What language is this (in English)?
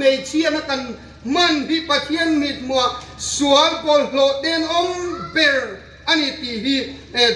Hmar